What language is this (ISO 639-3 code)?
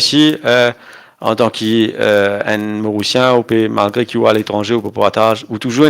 mfe